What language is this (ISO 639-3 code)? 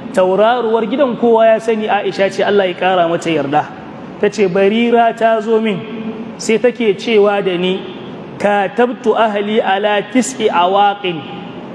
hau